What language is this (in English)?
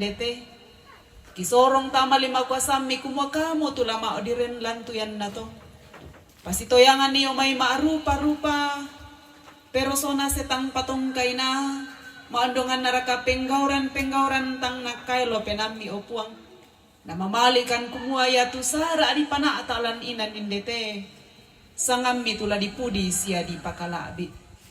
Toraja-Sa'dan